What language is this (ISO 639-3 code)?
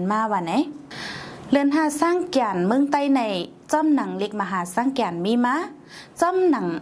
shn